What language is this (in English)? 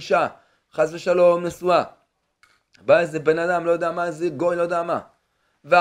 Hebrew